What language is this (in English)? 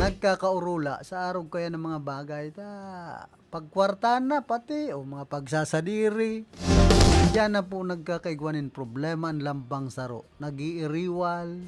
Bikol